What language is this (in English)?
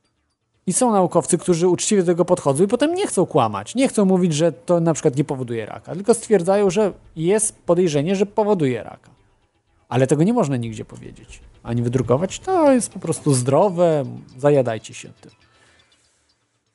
Polish